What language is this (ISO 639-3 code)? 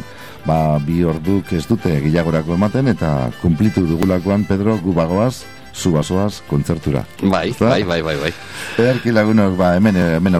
eus